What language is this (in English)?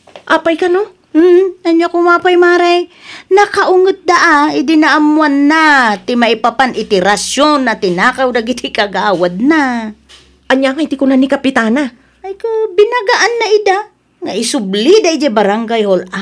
Iloko